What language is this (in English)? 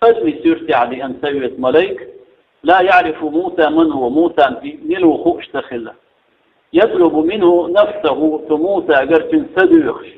Chechen